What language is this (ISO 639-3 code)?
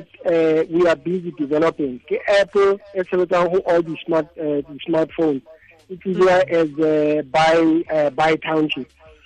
tsn